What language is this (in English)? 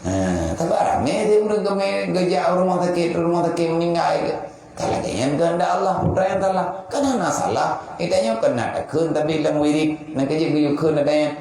Achinese